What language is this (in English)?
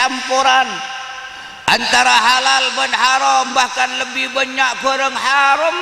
Madurese